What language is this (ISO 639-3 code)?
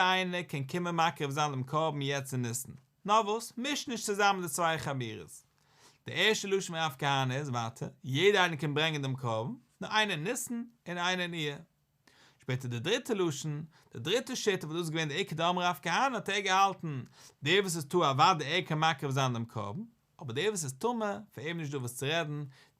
yid